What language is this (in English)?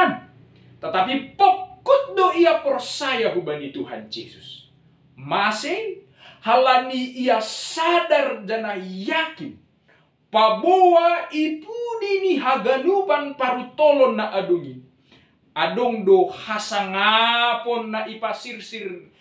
Batak Simalungun